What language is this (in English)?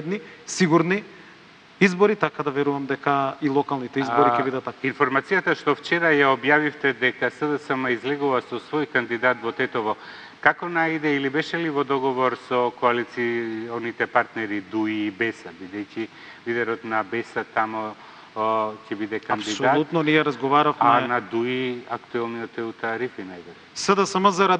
Macedonian